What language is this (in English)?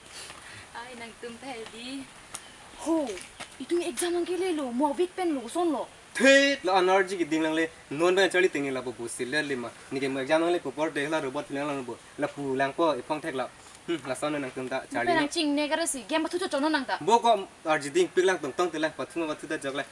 Karbi